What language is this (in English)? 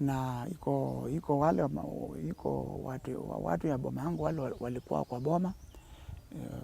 Kamba